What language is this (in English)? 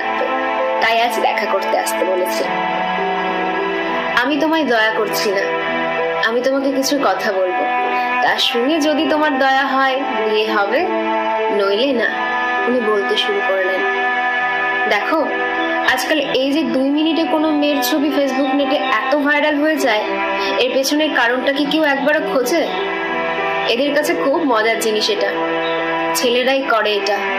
Bangla